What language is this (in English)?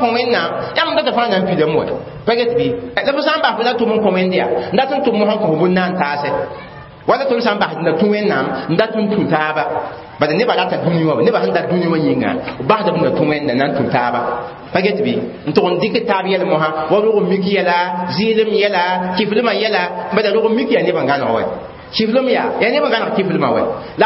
Mossi